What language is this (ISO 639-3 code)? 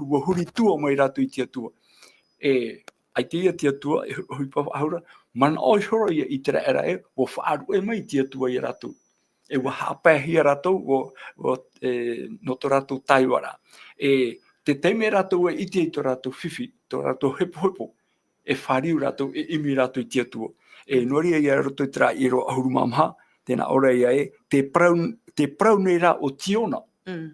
tah